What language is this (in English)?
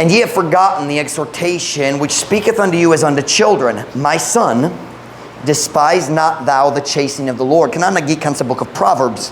Cebuano